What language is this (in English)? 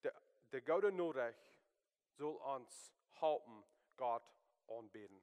Plautdietsch